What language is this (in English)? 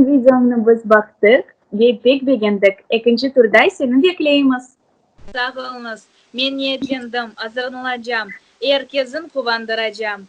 Crimean Tatar